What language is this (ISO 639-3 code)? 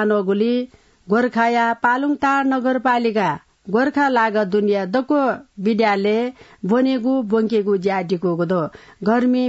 new